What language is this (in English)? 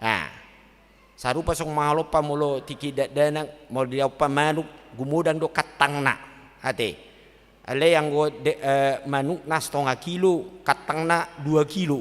Batak Toba